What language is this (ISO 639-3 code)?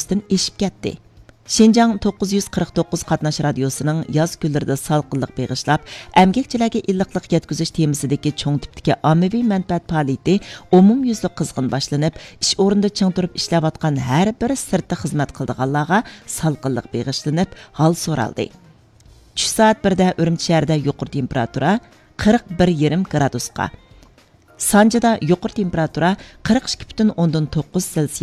uig